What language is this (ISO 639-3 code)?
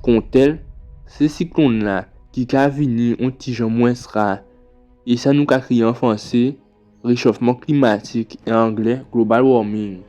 gcf